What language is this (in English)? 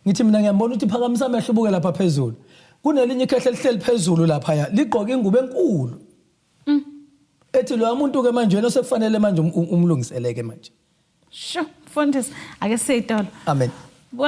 Zulu